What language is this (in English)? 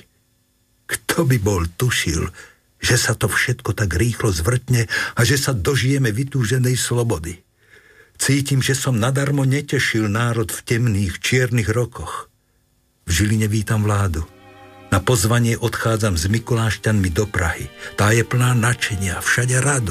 Slovak